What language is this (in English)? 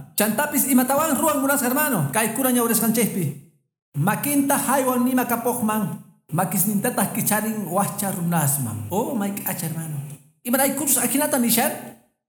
Quechua